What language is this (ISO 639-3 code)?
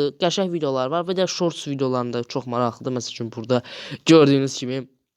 aze